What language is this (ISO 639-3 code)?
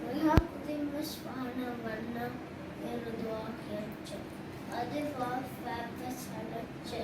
div